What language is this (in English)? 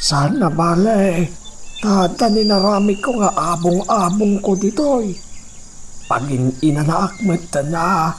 Iloko